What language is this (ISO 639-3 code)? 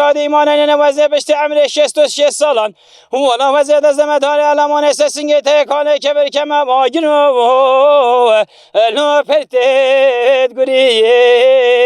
kur